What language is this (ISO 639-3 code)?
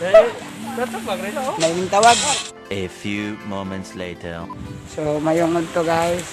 ceb